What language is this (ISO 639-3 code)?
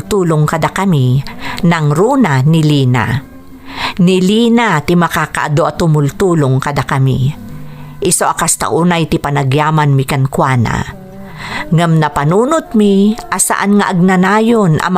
ilo